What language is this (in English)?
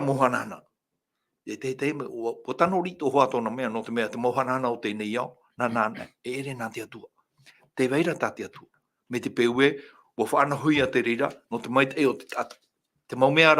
Tahitian